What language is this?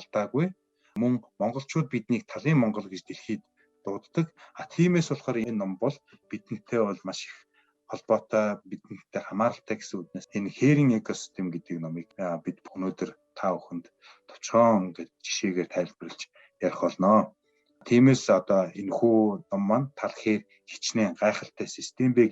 Mongolian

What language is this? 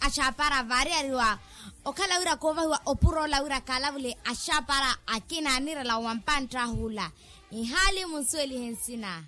Makhuwa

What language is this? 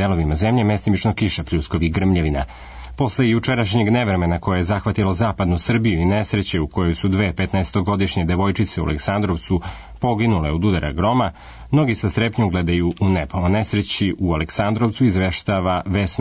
Serbian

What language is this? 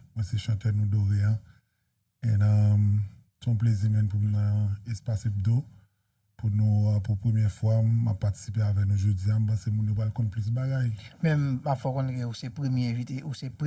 Haitian Creole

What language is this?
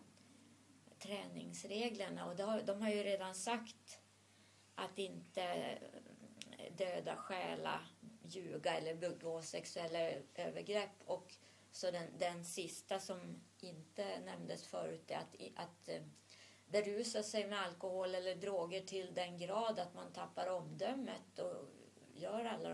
Swedish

